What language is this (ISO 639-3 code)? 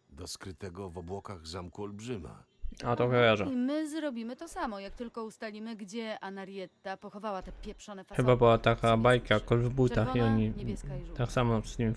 pol